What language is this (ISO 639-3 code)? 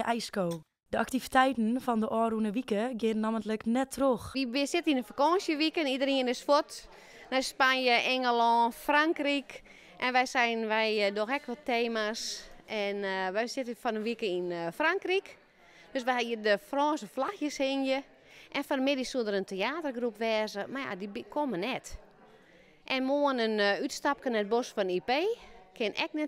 fry